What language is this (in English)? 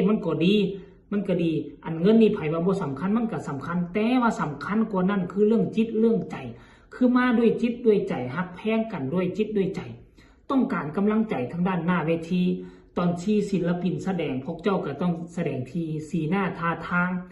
Northeastern Thai